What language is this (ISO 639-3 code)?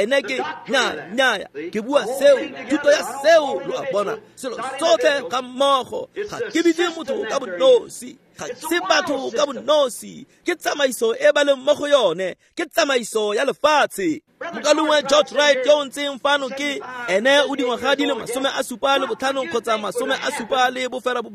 tsn